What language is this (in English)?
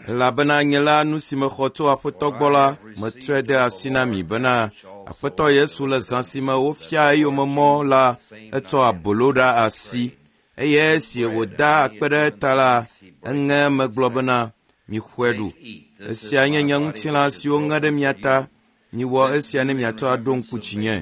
Ewe